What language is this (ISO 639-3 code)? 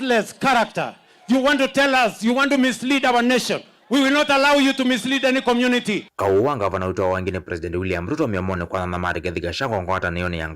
kam